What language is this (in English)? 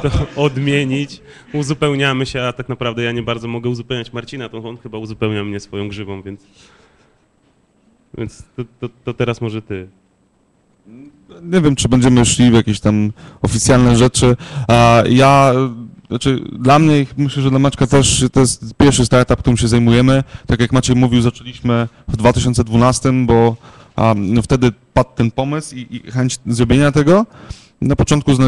Polish